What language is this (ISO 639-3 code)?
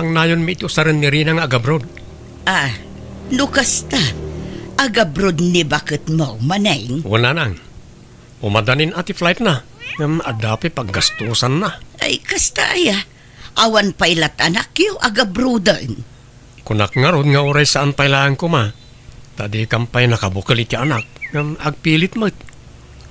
ilo